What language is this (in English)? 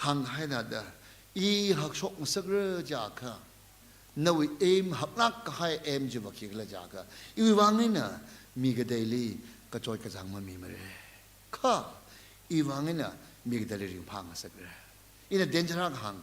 Tangkhul Naga (India)